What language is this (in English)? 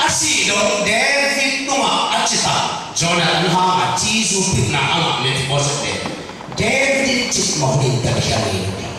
Tedim Chin